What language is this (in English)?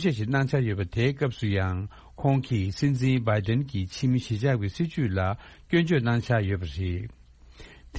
Tibetan